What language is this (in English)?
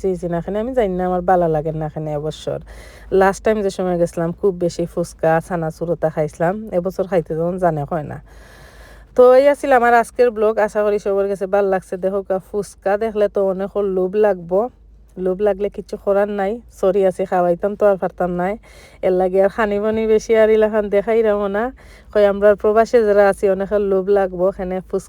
Sylheti